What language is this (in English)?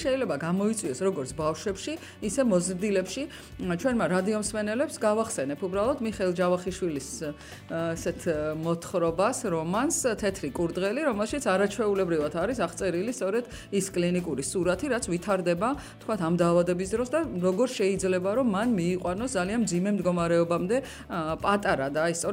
Georgian